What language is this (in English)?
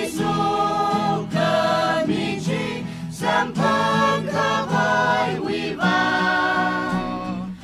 Tangkhul Naga (India)